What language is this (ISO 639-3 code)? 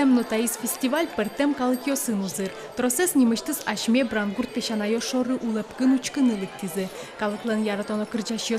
udm